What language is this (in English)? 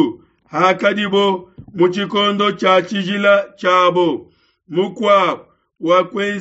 Luba-Lulua